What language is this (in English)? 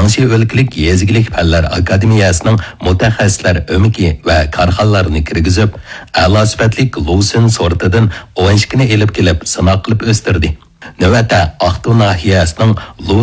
Uyghur